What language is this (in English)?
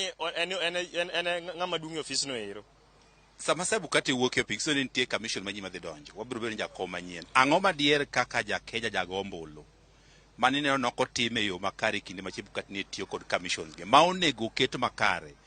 Luo (Kenya and Tanzania)